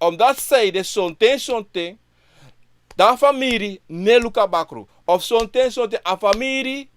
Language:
Sranan Tongo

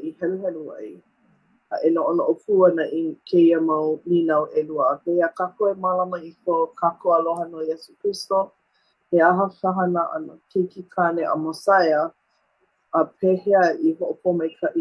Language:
Hawaiian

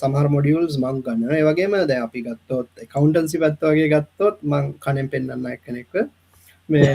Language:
Sinhala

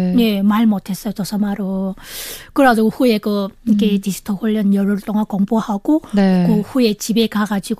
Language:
Korean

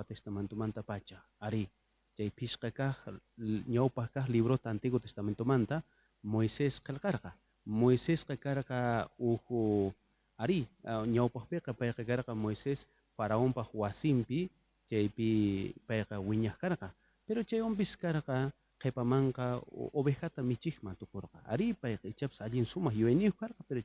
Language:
South Bolivian Quechua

